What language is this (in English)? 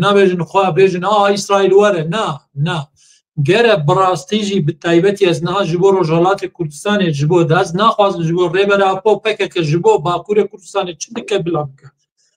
Kurdish